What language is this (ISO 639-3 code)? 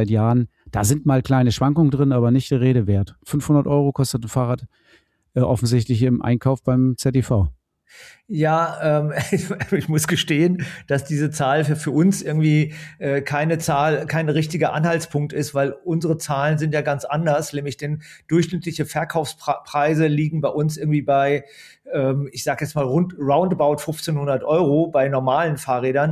deu